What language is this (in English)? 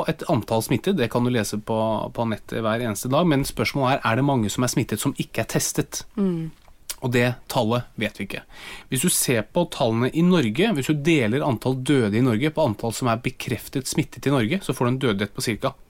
Norwegian